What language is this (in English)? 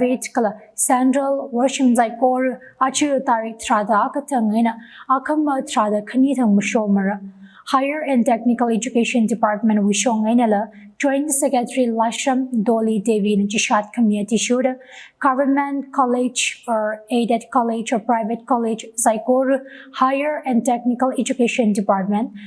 Tangkhul Naga (India)